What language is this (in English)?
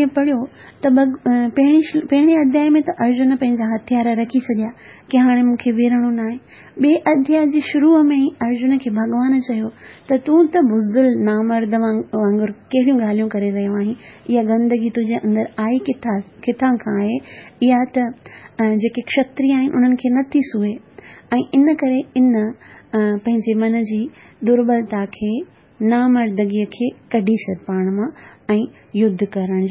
Sindhi